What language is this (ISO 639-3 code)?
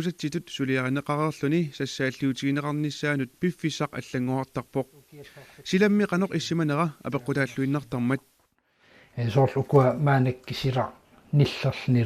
kal